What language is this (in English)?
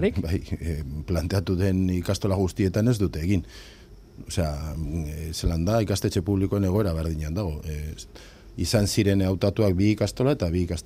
Basque